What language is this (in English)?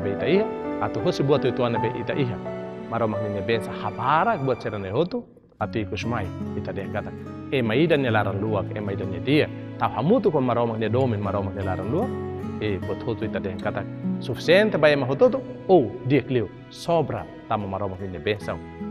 Tetum